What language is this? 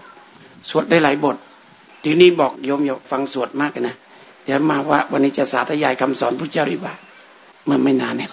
Thai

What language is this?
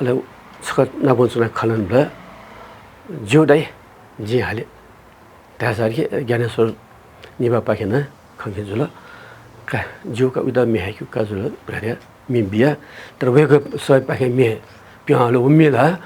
Newari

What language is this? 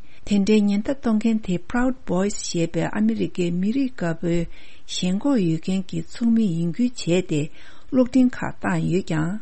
Tibetan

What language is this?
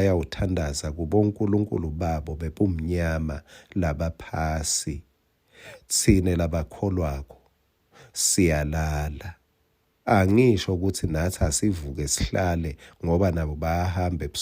Swati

